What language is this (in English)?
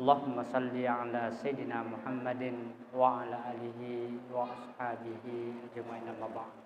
Buginese